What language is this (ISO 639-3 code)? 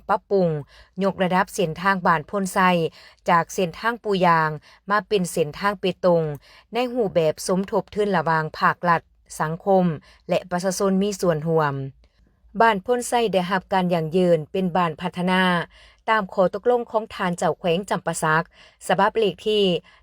lao